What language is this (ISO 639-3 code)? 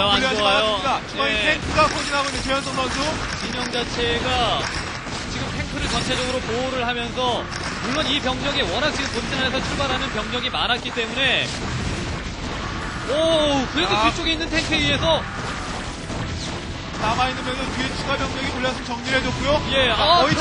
kor